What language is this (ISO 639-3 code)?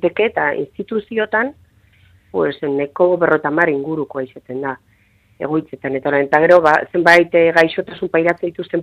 eus